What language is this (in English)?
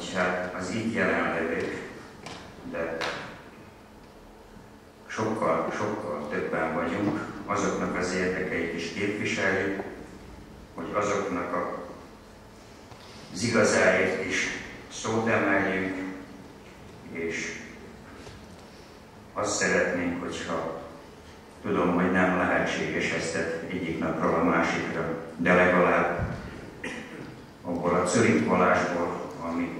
Hungarian